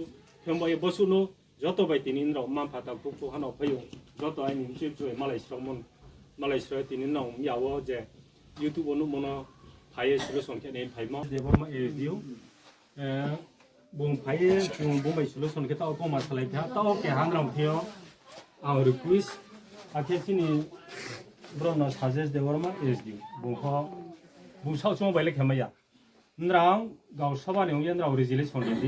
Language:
Riang (India)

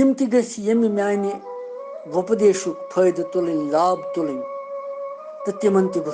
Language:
Kashmiri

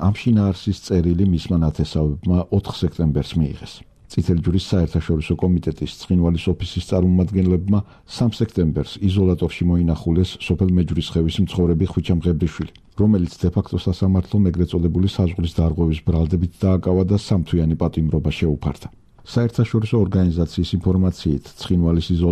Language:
Georgian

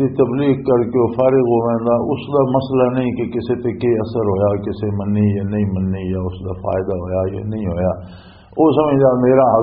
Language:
Western Panjabi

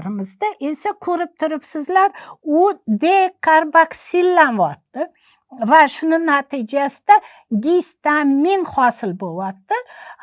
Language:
Uzbek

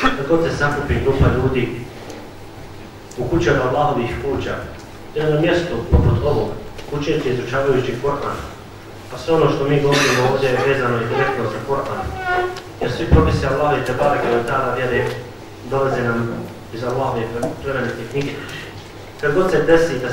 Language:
Bosnian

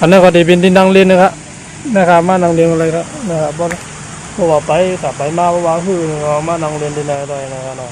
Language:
Shan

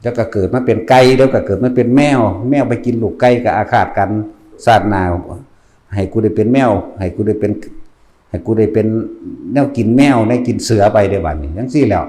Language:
Northeastern Thai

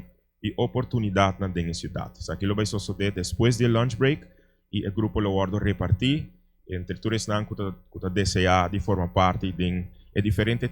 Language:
Papiamento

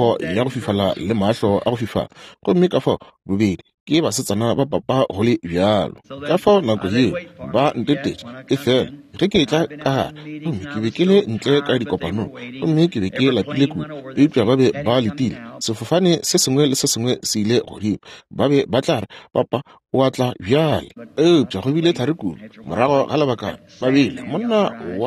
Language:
Northern Sotho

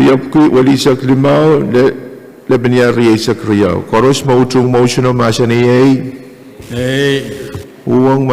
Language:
Pohnpeian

